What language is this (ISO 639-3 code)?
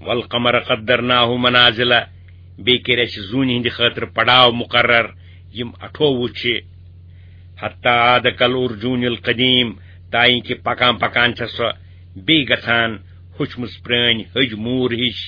kas